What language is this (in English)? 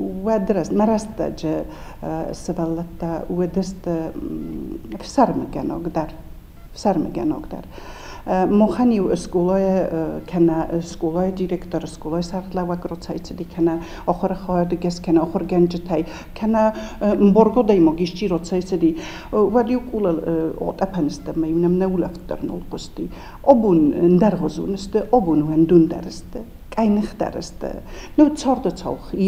Ossetic